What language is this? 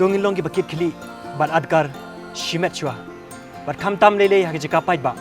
Khasi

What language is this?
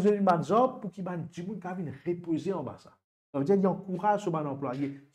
Morisyen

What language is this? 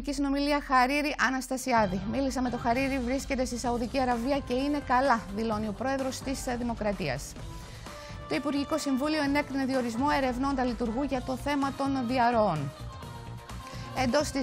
Greek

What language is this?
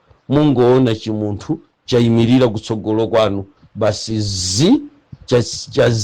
Nyanja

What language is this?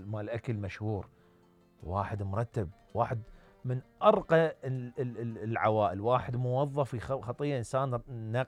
Mesopotamian Arabic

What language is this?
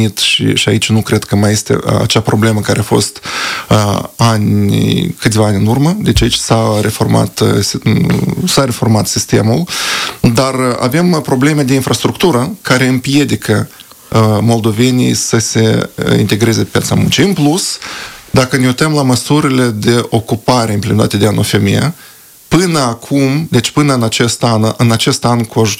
Romanian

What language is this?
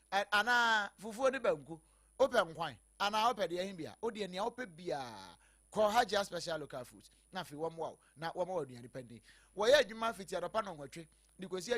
Akan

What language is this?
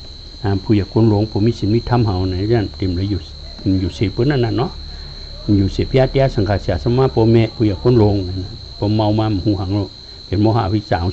Shan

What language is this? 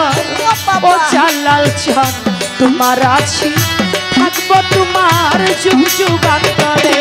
Bangla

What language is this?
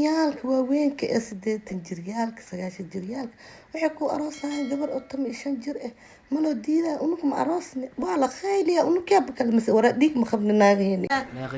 Somali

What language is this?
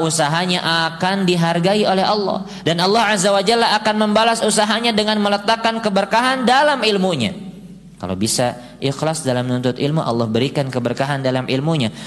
Indonesian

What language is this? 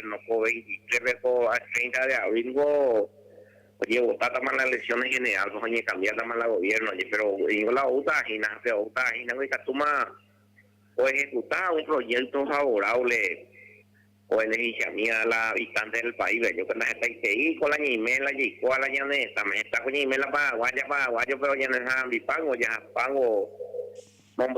Guarani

